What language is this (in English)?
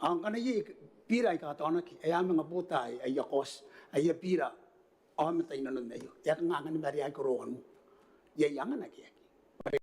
Gilbertese